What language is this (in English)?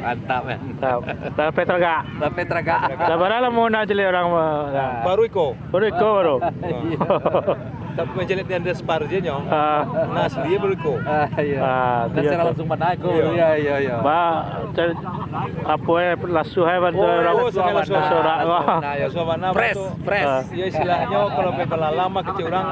Minangkabau